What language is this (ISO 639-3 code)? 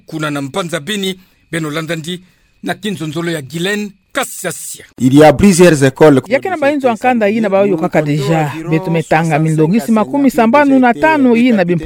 ktu